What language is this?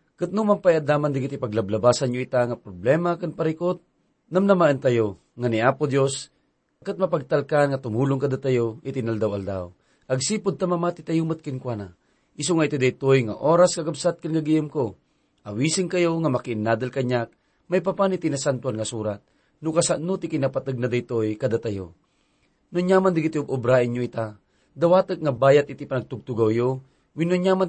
Iloko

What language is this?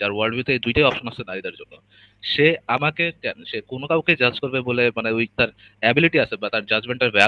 Bangla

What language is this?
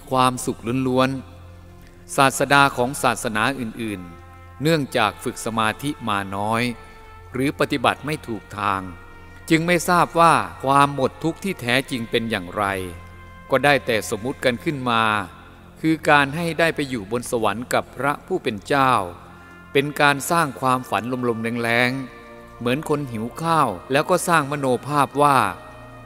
Thai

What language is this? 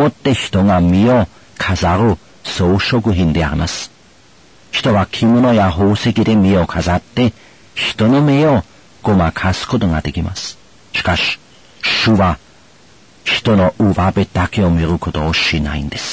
Japanese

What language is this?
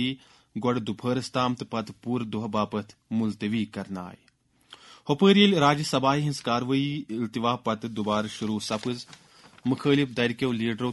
Kashmiri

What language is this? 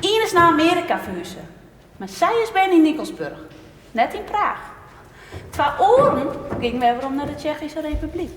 Western Frisian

